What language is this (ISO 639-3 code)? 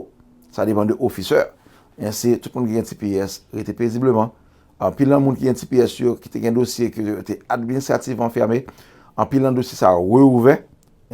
hat